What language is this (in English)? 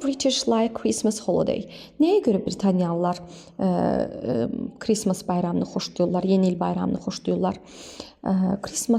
Azerbaijani